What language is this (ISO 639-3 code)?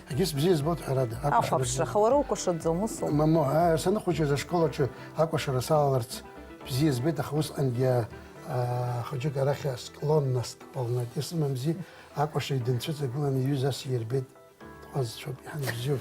abk